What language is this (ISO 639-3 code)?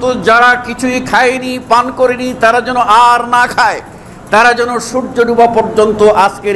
ben